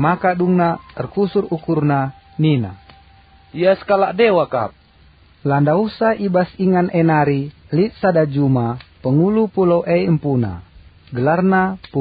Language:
Batak Karo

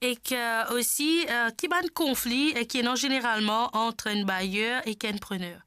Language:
Morisyen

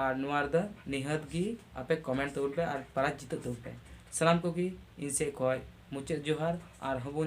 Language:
Santali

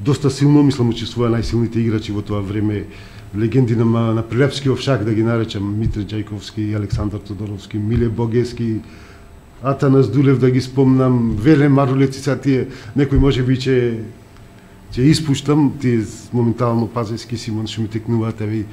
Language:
Macedonian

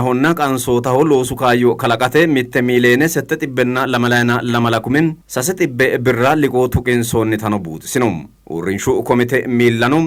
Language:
Sidamo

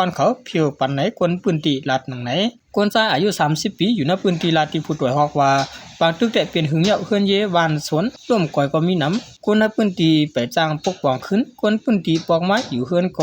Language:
Shan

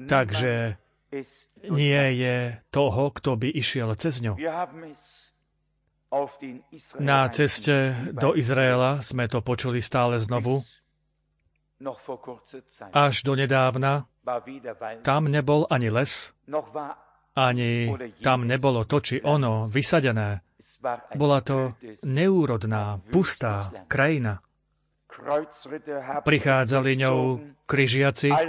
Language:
Slovak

